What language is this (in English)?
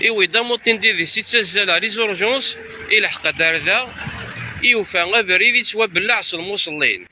Kabyle